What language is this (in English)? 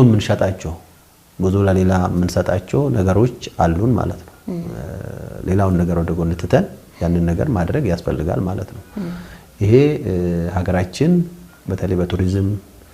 Amharic